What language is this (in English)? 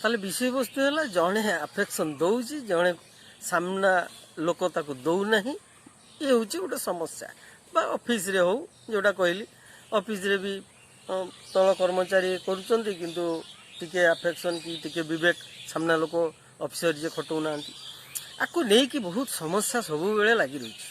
Odia